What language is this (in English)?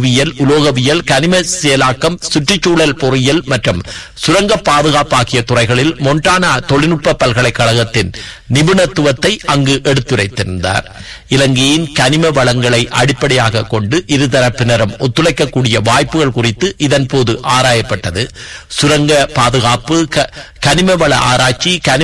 Tamil